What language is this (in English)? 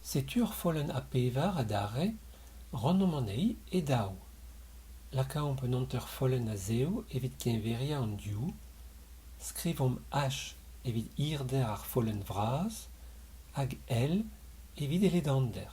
Breton